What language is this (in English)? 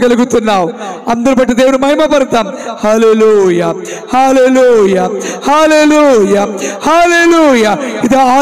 Telugu